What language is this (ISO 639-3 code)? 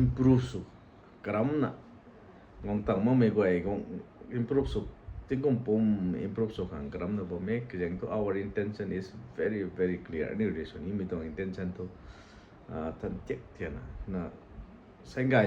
nbu